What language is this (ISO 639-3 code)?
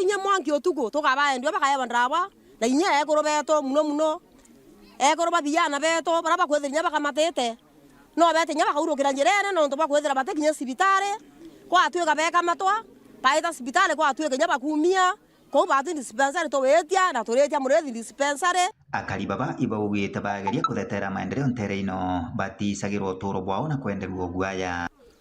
mer